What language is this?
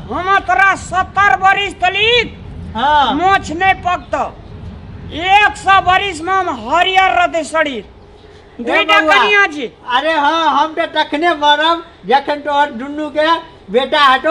Maithili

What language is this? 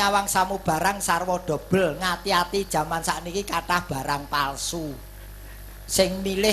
Javanese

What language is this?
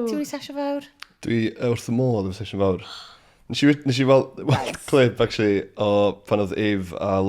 Welsh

